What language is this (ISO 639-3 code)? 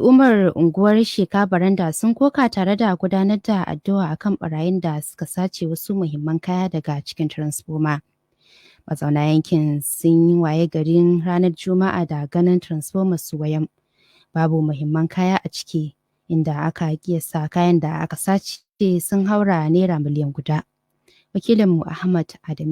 hau